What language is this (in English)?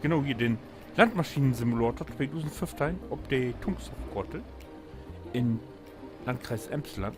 Low German